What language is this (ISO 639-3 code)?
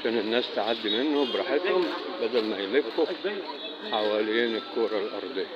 arz